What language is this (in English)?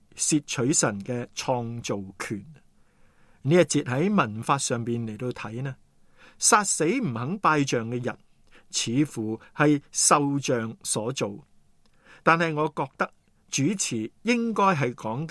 Cantonese